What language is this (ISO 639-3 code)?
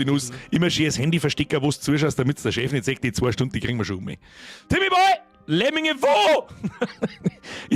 bar